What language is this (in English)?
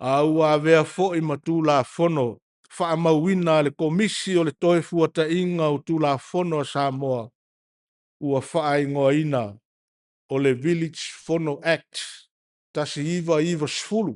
Samoan